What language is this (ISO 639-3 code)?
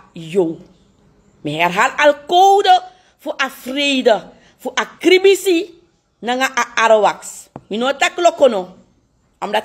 srn